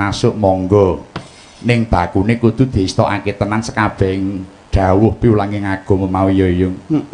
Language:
Javanese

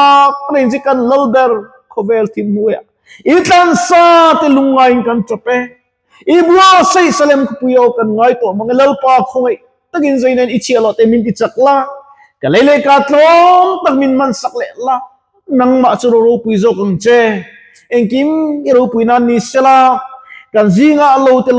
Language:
Mizo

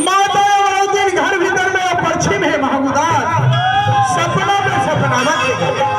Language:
Chhattisgarhi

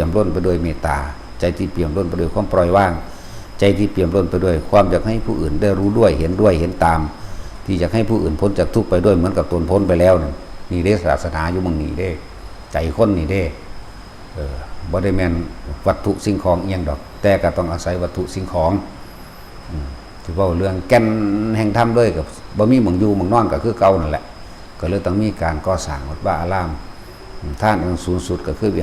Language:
Northeastern Thai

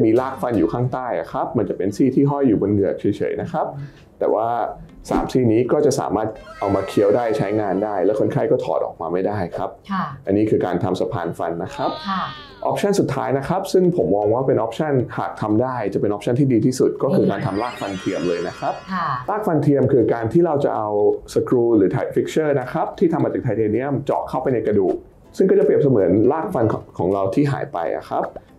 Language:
Thai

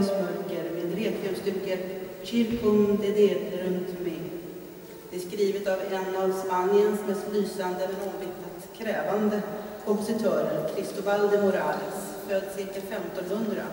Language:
Swedish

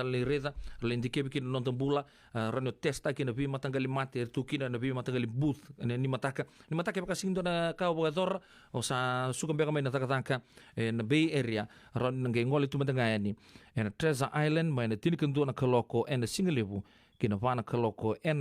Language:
Fijian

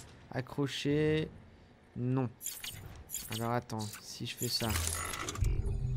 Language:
French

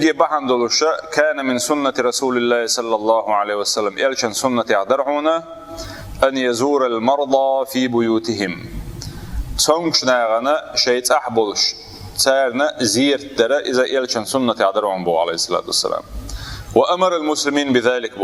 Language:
Chechen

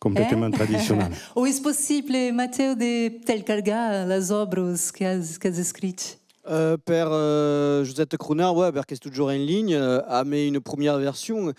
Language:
Occitan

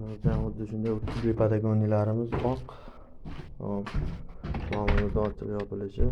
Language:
Uzbek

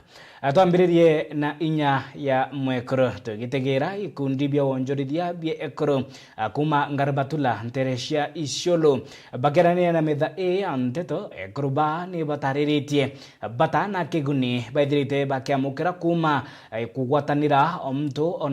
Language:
Meru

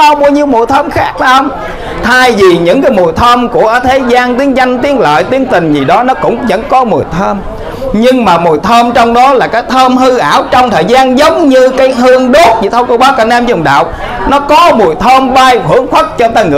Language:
Vietnamese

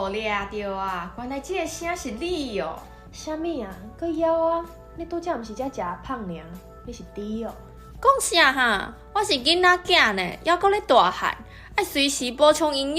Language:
Min Nan Chinese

